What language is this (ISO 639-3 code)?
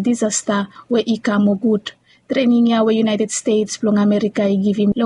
bis